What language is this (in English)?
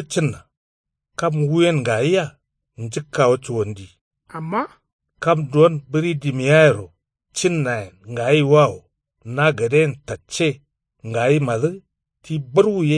Kanuri